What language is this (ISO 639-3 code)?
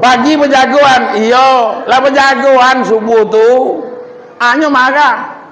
min